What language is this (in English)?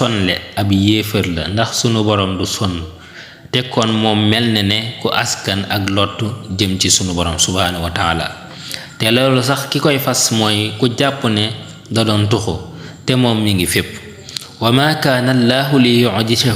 Wolof